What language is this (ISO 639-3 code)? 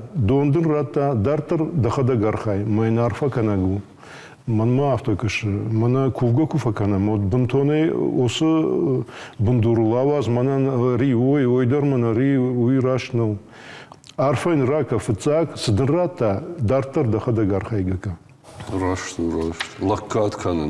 oss